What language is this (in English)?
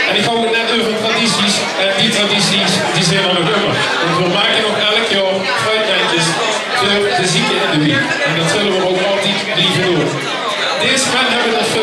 Limburgish